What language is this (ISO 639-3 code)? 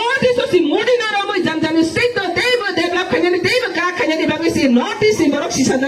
ria